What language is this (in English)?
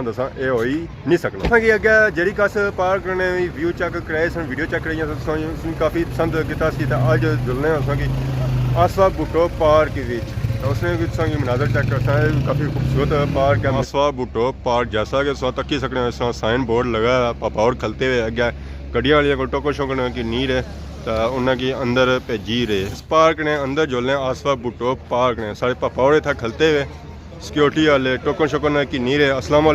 Pahari-Potwari